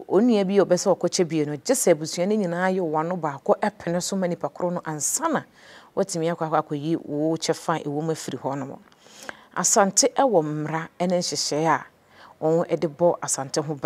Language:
Akan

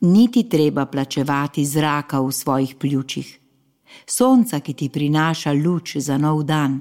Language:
Slovenian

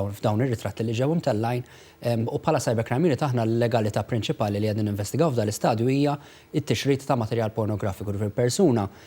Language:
Maltese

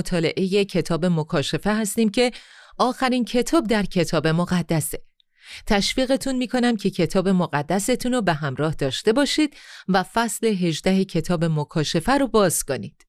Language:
Persian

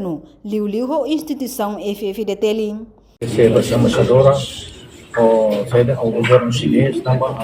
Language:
Tetum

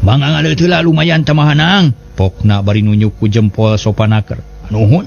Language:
Sundanese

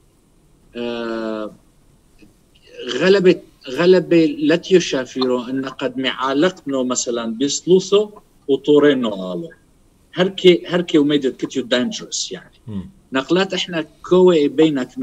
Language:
Turoyo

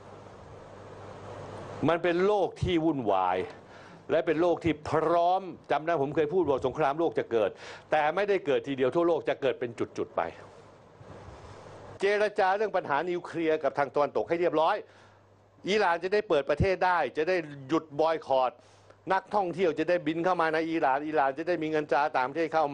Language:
Thai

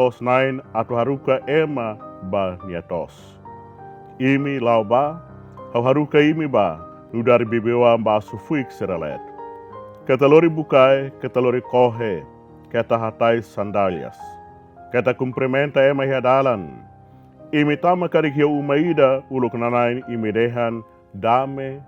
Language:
Tetum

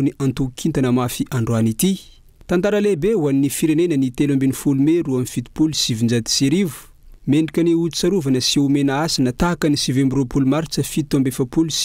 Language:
Malagasy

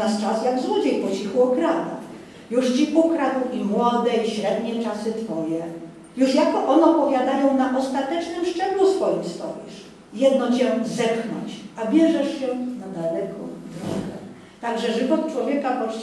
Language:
Polish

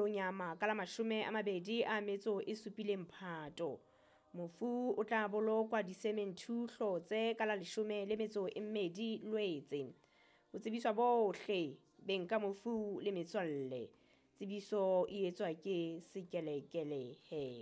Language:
Southern Sotho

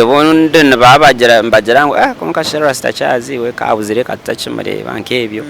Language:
Nyankole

